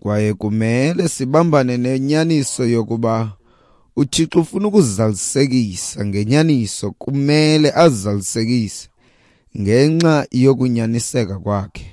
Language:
Xhosa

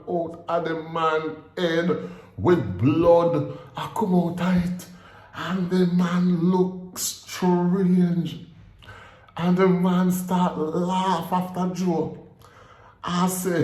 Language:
Jamaican Creole English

